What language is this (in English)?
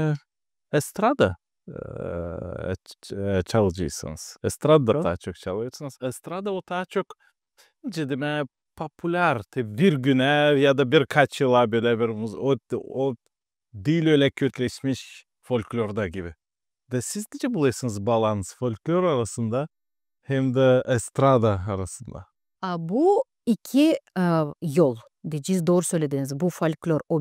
Gagauz